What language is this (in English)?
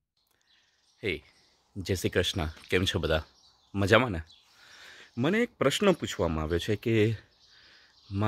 Gujarati